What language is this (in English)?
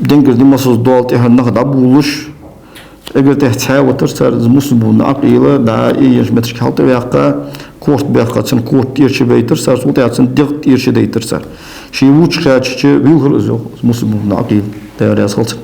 Ingush